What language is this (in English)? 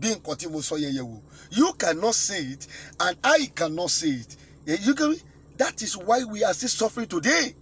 Yoruba